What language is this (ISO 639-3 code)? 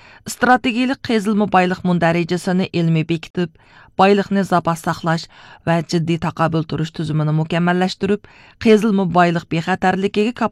uig